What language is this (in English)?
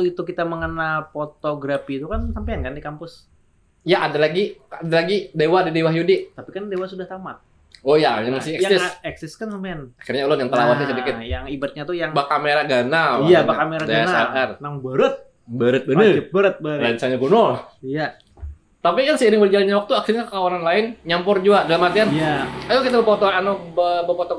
Banjar